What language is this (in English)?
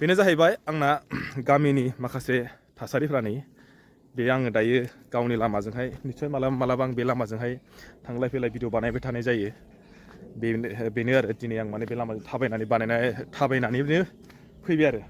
Bodo